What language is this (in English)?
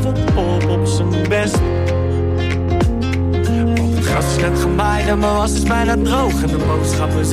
Dutch